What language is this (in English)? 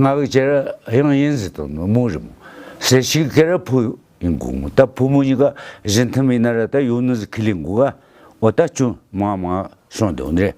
Tibetan